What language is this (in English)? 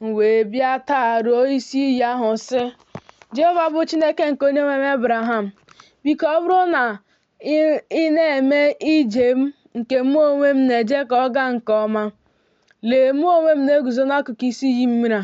Igbo